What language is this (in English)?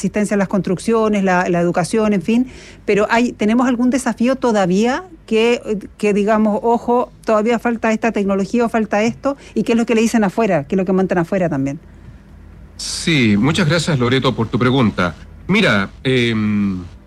Spanish